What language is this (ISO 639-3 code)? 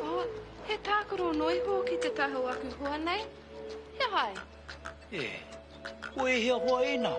mri